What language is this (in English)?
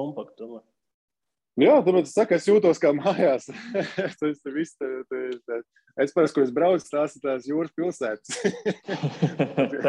Latvian